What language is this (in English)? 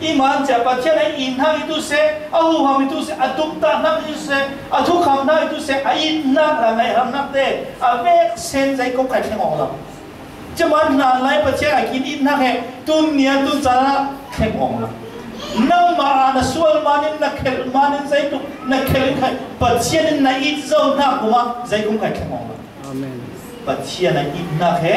Falam Chin